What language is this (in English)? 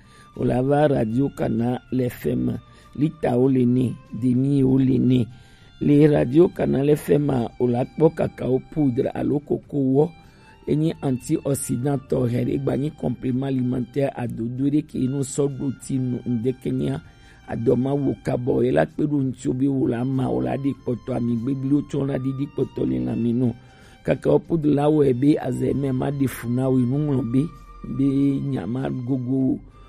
Gen